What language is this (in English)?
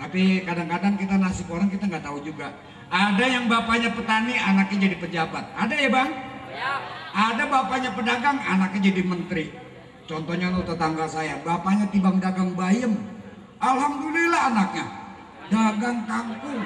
Betawi